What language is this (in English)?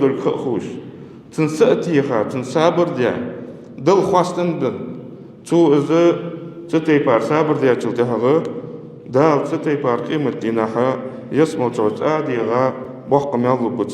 Ingush